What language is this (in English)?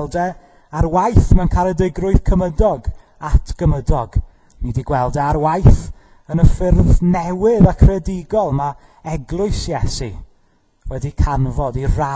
Welsh